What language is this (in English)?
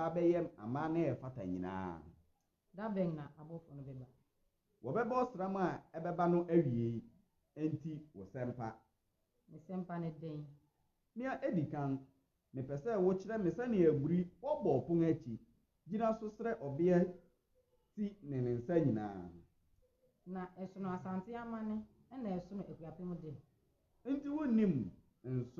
Akan